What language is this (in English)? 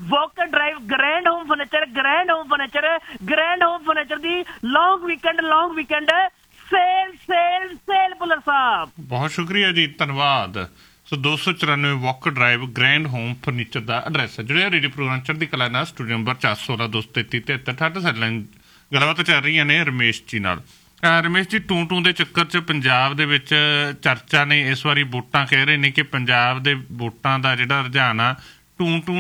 Punjabi